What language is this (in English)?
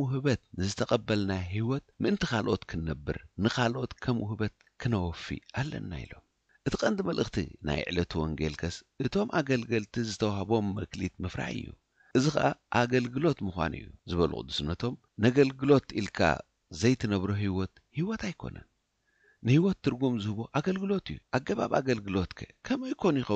Tigrinya